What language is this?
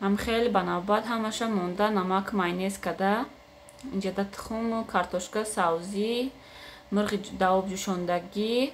Tajik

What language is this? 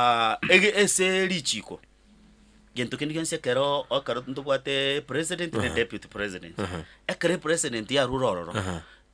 Gusii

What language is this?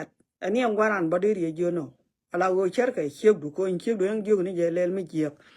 Nuer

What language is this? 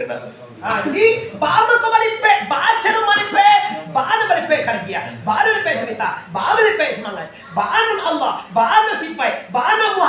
Minangkabau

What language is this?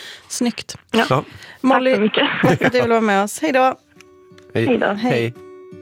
Swedish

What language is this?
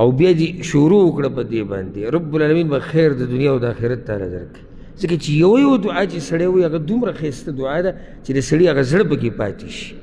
Pashto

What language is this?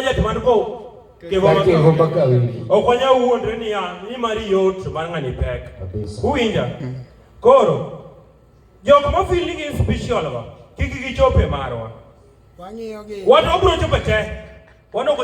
Luo (Kenya and Tanzania)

